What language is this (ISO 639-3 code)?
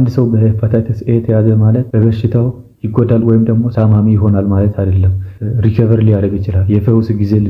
amh